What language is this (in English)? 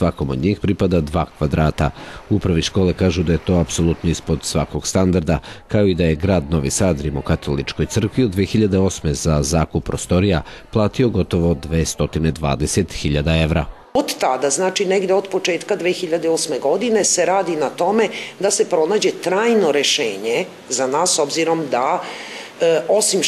Serbian